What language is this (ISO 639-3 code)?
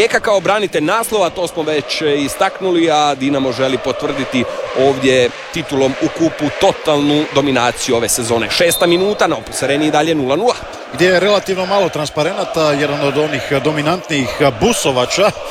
hrv